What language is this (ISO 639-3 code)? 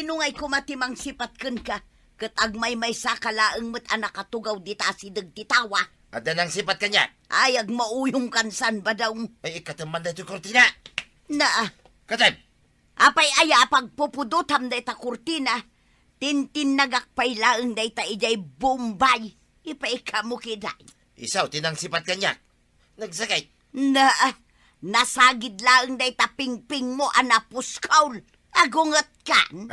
ilo